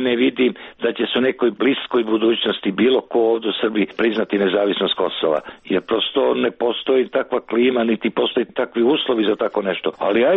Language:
Serbian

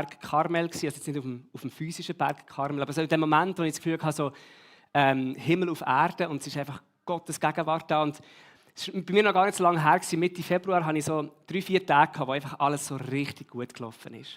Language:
Swiss German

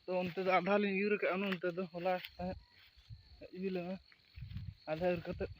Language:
Santali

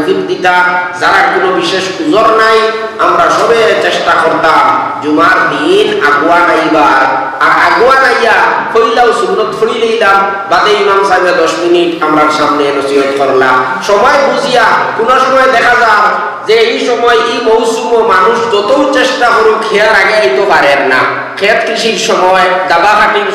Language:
Sylheti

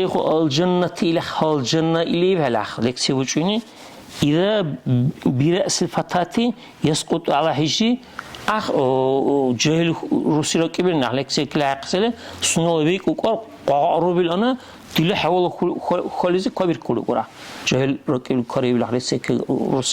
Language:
Dargwa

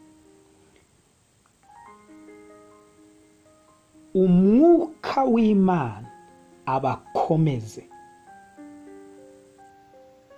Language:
Kinyarwanda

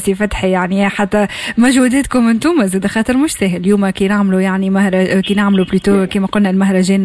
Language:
Tunisian Arabic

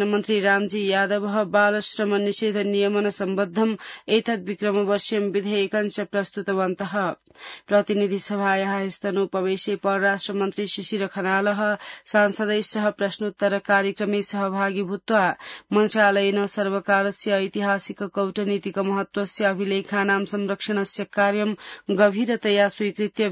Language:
Sanskrit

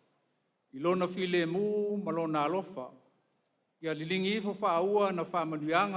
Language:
Samoan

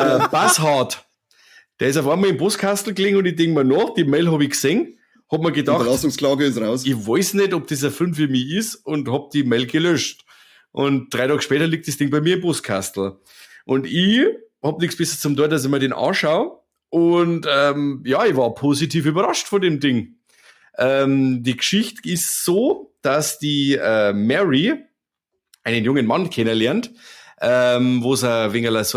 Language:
Bavarian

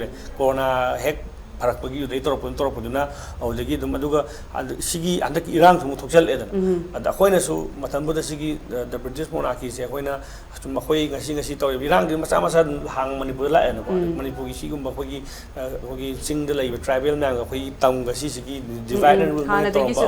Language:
Manipuri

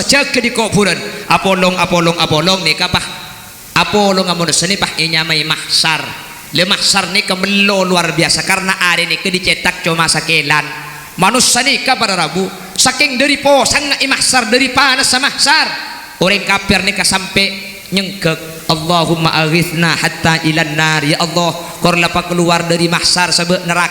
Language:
Madurese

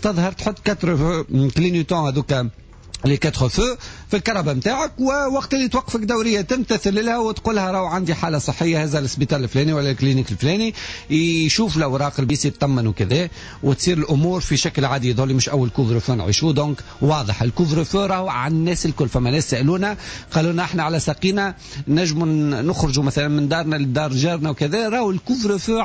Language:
Tunisian Arabic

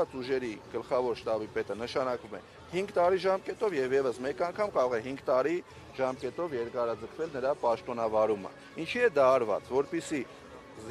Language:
Armenian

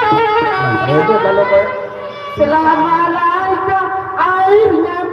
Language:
Sasak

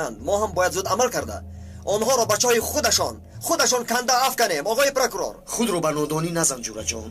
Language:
Tajik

